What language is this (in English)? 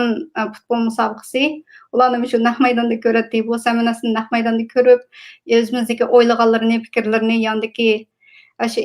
Uyghur